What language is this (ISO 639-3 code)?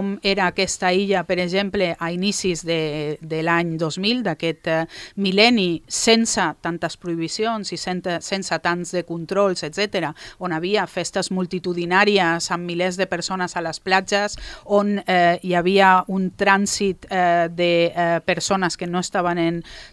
cat